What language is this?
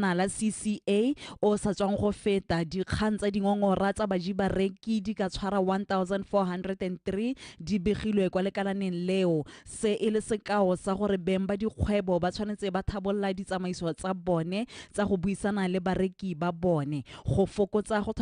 Tswana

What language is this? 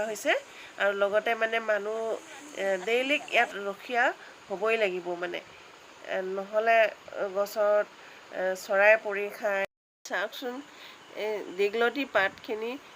Assamese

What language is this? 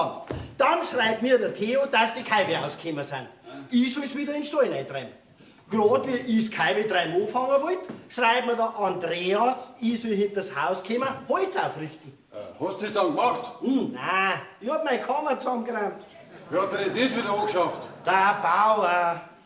Bavarian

